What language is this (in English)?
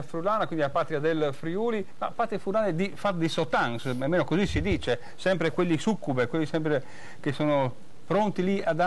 Friulian